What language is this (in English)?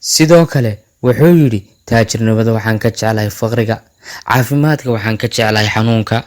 Somali